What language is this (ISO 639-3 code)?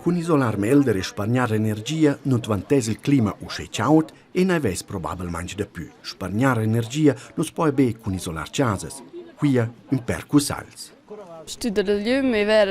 roh